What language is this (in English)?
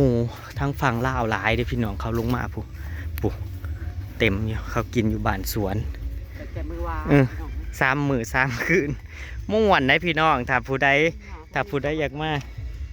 Northeastern Thai